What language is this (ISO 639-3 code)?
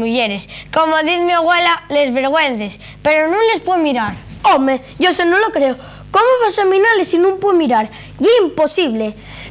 ast